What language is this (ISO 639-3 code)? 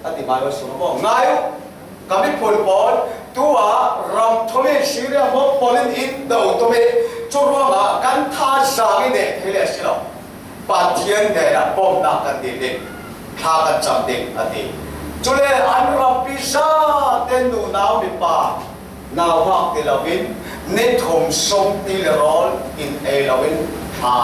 cfm